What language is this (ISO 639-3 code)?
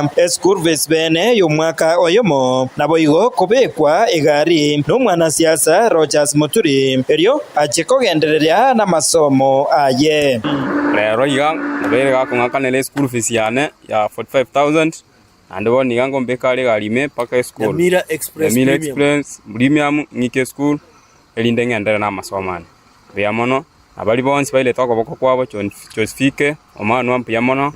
guz